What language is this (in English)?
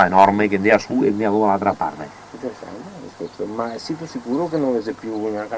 Venetian